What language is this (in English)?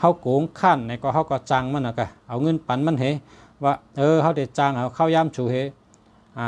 Shan